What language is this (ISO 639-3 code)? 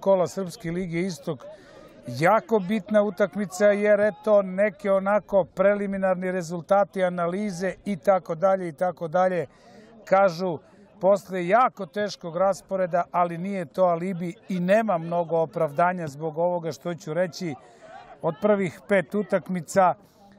srp